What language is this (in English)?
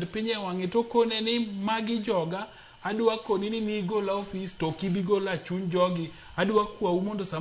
Luo (Kenya and Tanzania)